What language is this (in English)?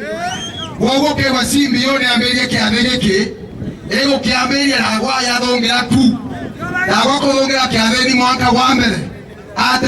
Meru